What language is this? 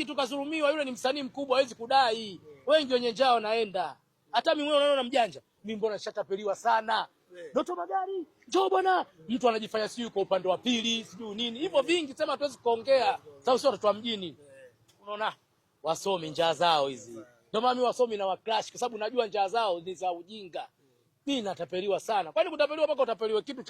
Swahili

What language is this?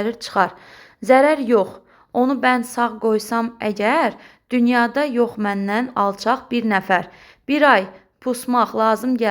Azerbaijani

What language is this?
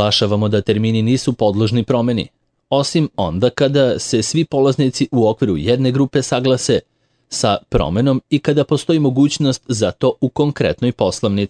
Serbian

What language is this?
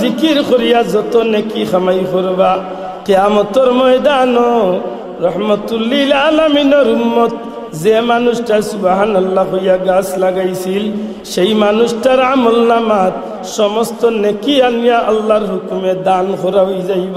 Sylheti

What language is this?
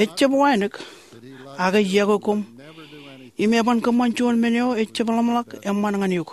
Marshallese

